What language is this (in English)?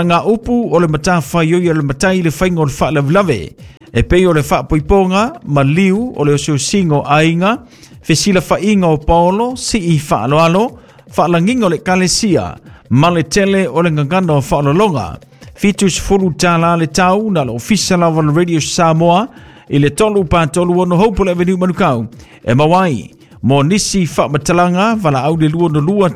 Samoan